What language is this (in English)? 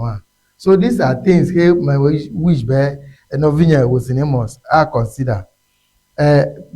Ewe